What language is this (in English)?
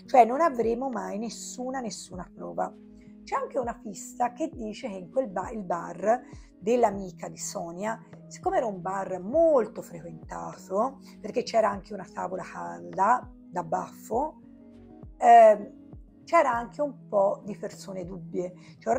Italian